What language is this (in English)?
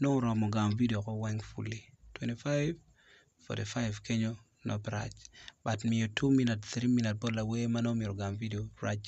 Acoli